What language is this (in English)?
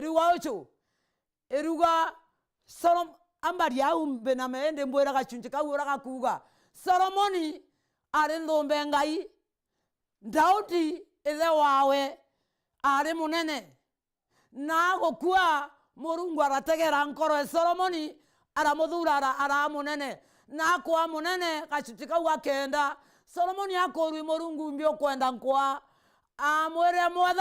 Meru